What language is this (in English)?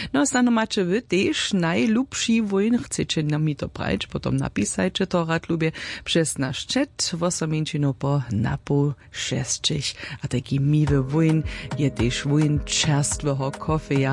Upper Sorbian